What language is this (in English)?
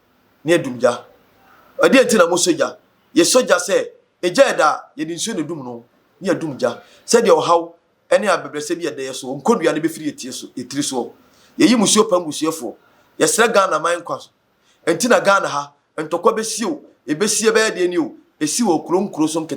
Akan